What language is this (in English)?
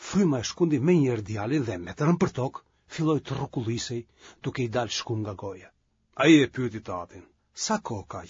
Albanian